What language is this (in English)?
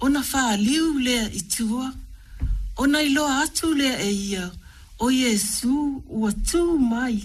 Samoan